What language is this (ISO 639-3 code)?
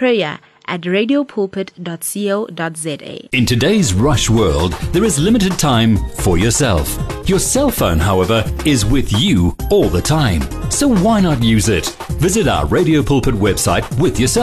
eng